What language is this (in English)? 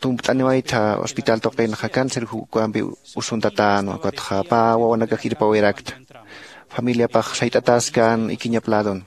Aymara